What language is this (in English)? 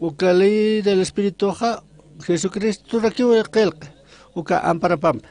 Aymara